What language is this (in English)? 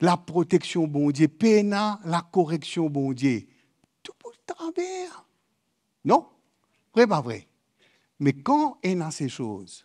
Morisyen